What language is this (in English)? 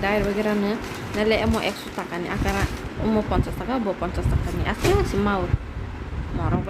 Kok Borok